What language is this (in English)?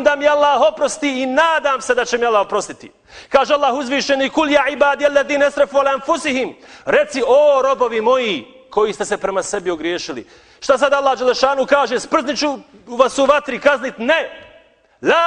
Bosnian